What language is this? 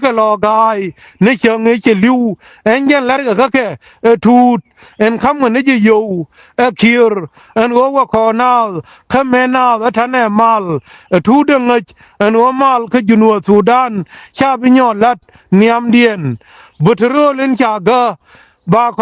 Nuer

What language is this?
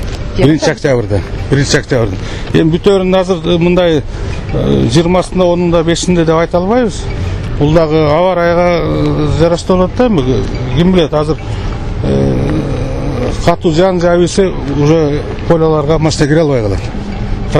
Kyrgyz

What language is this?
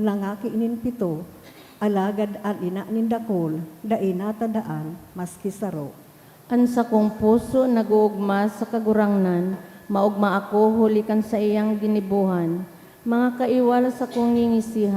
Bikol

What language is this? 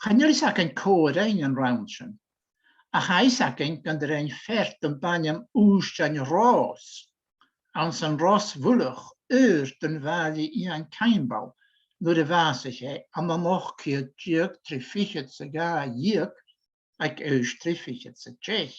Scottish Gaelic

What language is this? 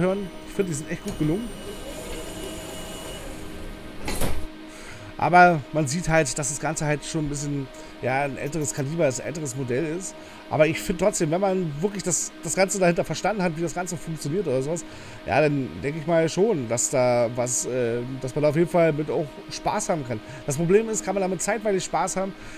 German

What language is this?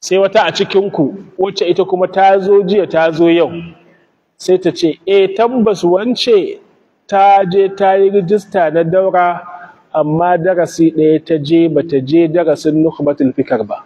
Hausa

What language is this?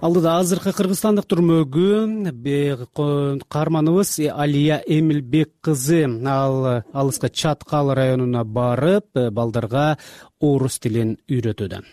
Kyrgyz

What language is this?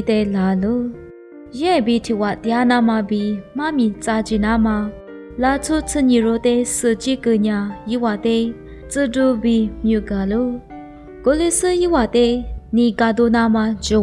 Lisu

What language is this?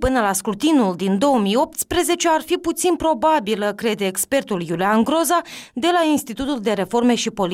Romanian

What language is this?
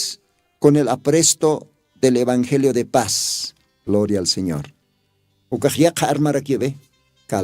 Aymara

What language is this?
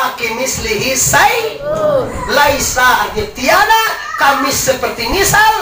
Minangkabau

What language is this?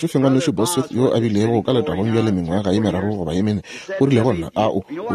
Northern Sotho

